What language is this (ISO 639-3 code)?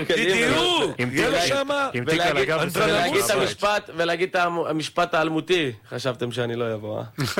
heb